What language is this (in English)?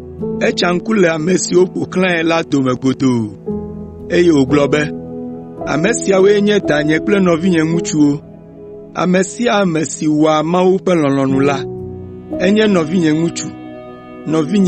Ewe